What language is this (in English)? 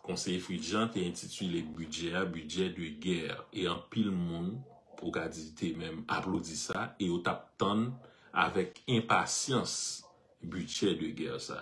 Haitian Creole